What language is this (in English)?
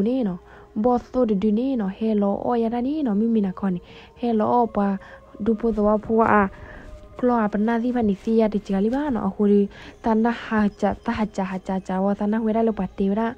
S'gaw Karen